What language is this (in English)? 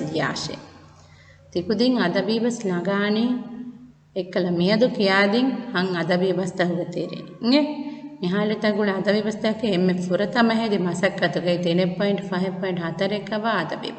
Divehi